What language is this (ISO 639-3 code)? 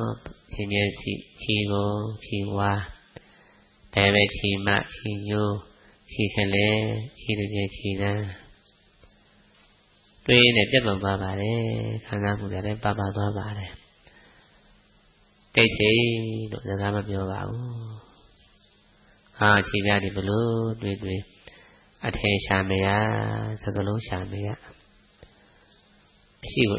mya